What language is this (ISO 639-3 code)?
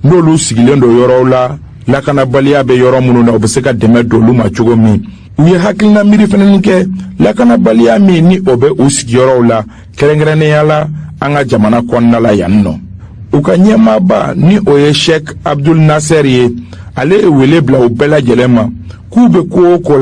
bam